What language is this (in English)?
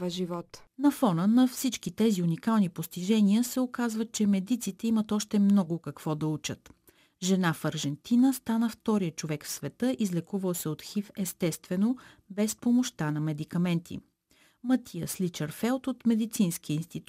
Bulgarian